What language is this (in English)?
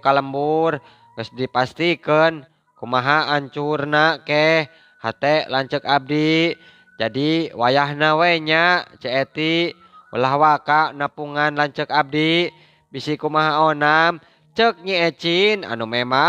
Sundanese